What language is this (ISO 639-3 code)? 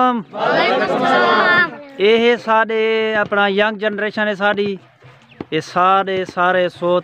skr